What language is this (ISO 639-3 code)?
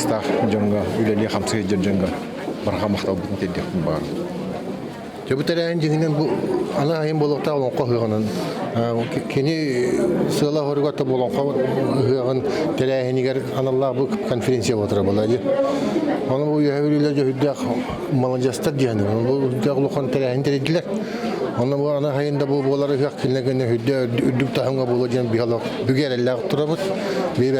sah